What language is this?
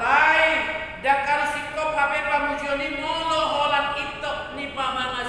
Batak Toba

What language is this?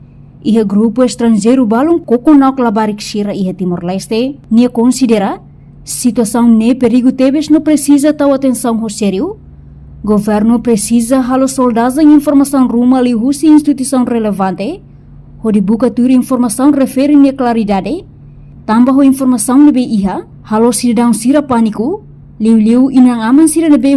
Tetum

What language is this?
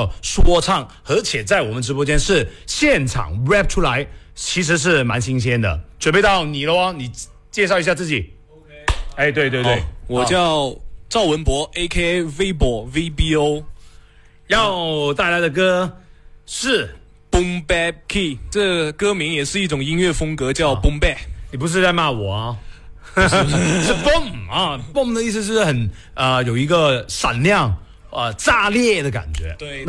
Chinese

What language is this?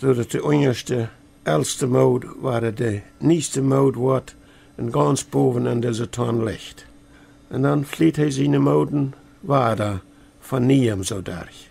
Plautdietsch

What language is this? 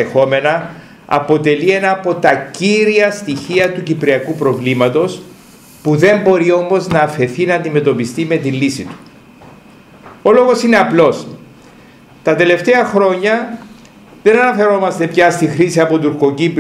Greek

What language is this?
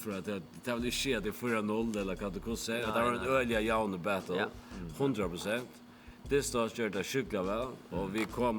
Faroese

